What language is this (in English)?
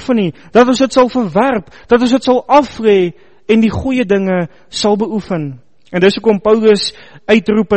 Afrikaans